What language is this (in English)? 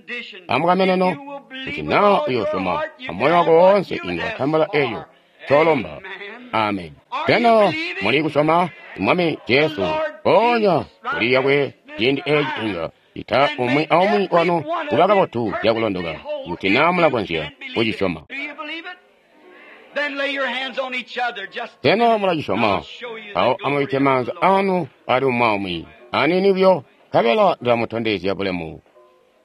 Tonga (Zambia)